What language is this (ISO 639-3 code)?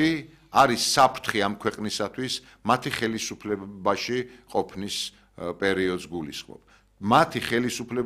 kat